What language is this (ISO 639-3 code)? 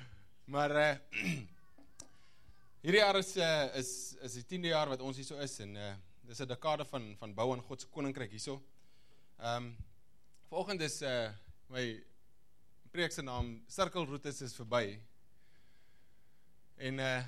afr